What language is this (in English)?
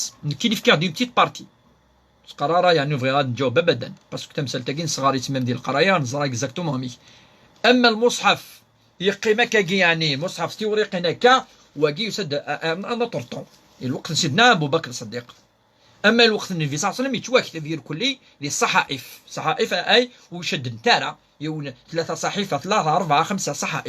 Kabyle